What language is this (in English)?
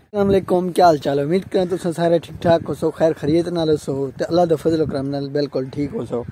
Saraiki